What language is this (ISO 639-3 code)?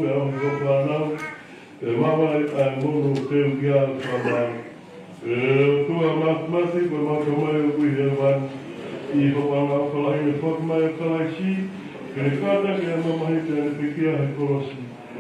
ton